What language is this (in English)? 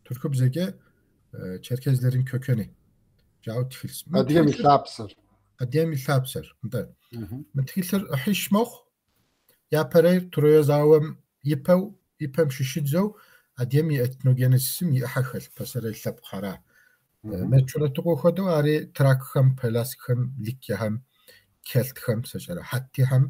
Kabardian